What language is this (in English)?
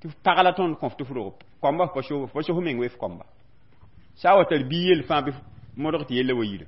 Mossi